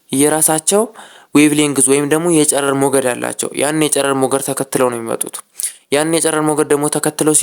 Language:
Amharic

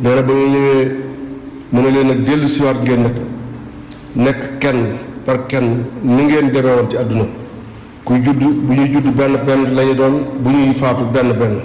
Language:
Wolof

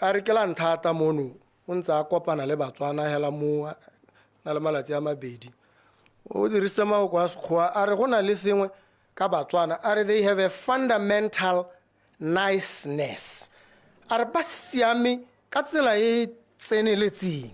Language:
Tswana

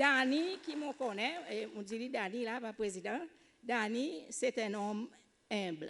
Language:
Seselwa Creole French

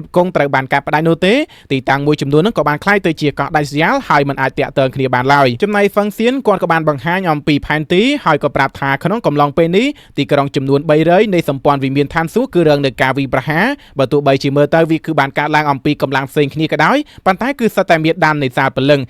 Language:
Khmer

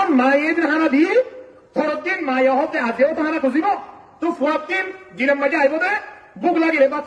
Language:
Rohingya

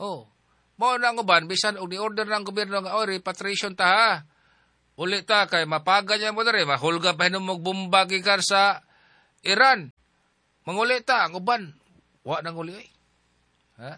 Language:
Cebuano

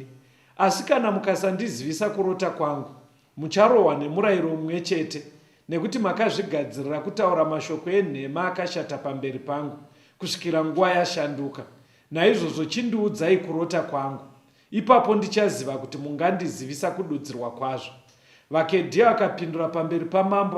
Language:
Shona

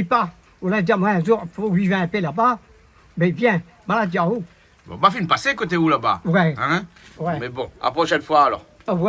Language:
Réunion Creole French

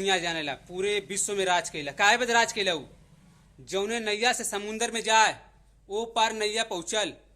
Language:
Bhojpuri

